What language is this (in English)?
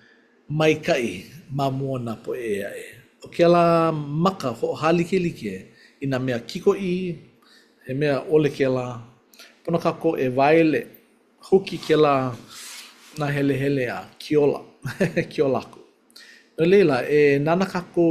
Hawaiian